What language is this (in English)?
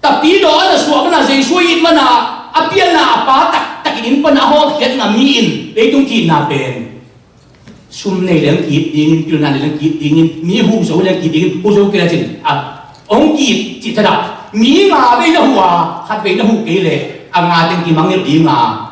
Tedim Chin